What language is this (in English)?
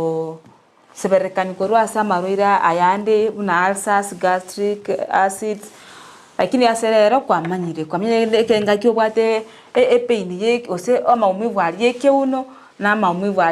Gusii